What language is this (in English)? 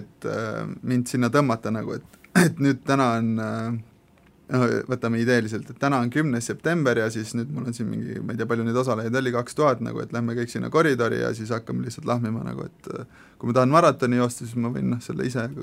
Estonian